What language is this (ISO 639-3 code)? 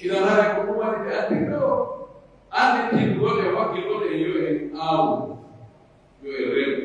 fuf